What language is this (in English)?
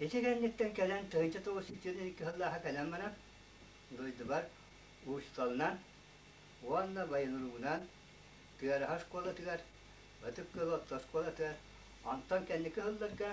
Yakut